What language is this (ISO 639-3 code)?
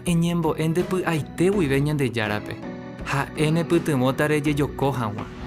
grn